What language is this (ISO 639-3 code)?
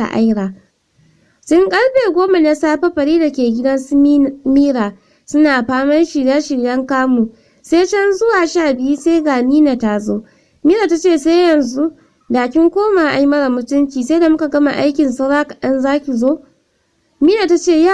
hau